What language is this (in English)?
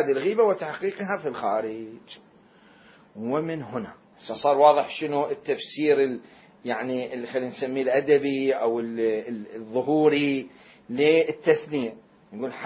Mesopotamian Arabic